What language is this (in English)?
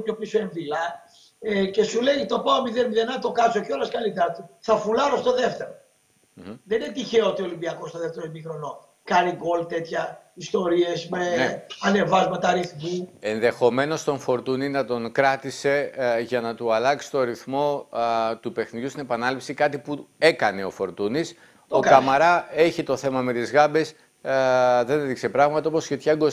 Greek